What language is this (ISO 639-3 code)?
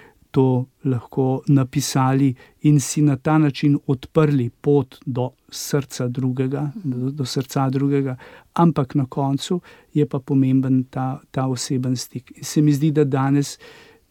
slv